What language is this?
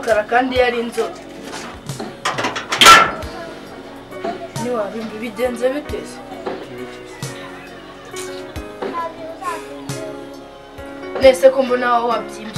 Kinyarwanda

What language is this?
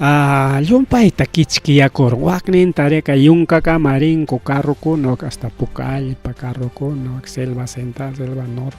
Ayacucho Quechua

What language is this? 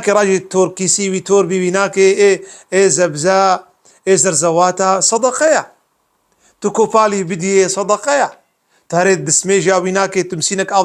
Kurdish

